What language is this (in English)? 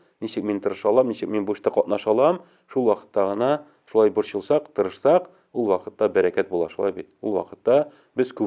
Tatar